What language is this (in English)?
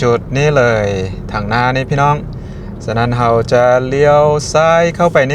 Lao